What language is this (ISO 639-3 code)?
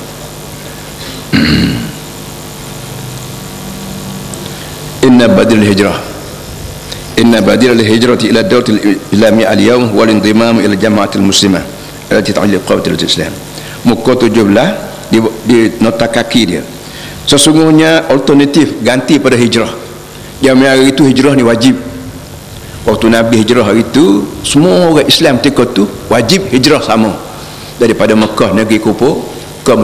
msa